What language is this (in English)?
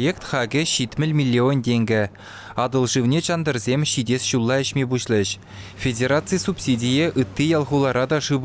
Chuvash